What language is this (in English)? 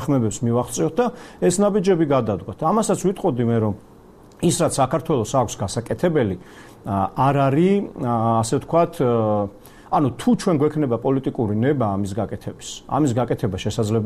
Georgian